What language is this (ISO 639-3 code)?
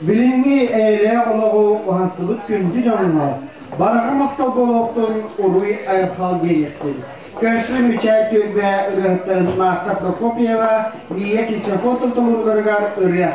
sah